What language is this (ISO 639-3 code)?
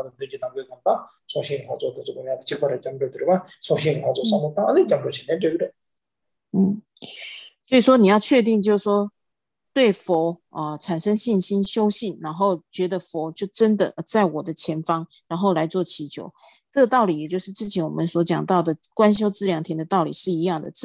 zho